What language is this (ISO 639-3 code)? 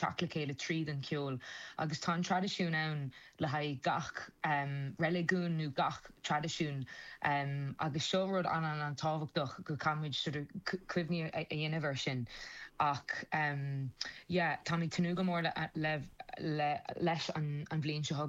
gle